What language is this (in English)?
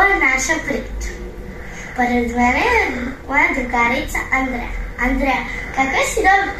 Serbian